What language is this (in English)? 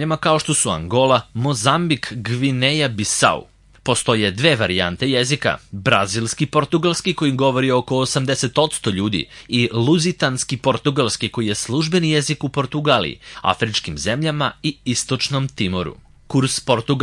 Serbian